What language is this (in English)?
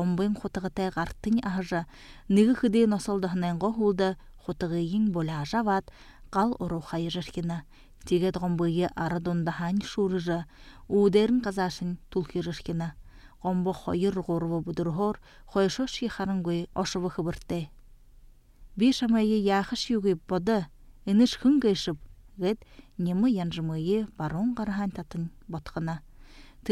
Buriat